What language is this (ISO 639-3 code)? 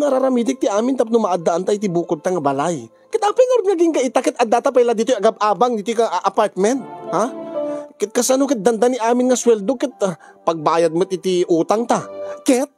ilo